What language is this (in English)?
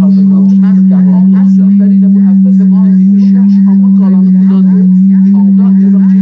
South Azerbaijani